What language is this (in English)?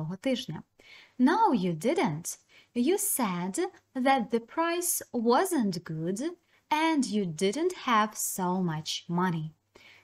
Ukrainian